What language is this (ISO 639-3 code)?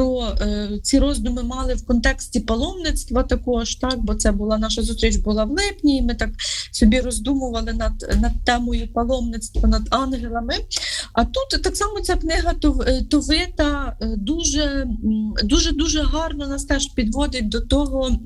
ukr